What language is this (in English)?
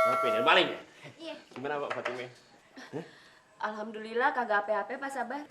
Betawi